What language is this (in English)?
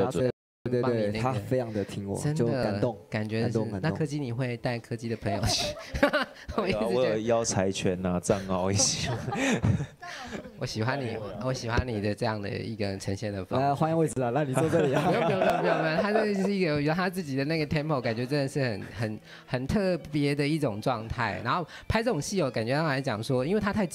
Chinese